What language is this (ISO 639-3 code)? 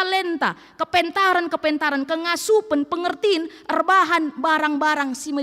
btx